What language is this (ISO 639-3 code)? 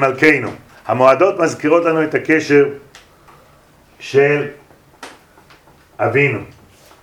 heb